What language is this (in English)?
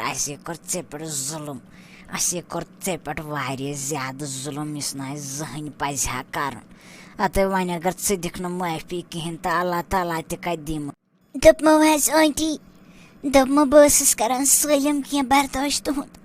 Kashmiri